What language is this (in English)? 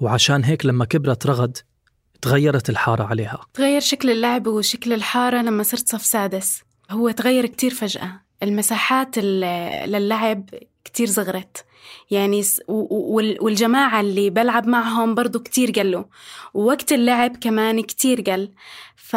North Levantine Arabic